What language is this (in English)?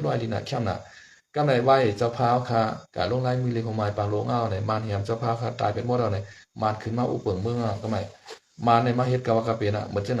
Shan